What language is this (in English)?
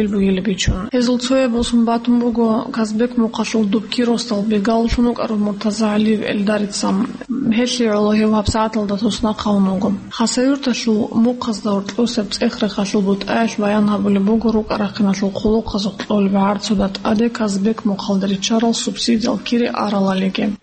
Avaric